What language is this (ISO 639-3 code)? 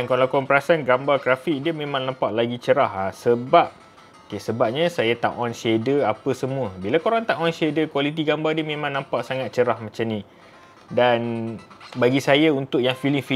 msa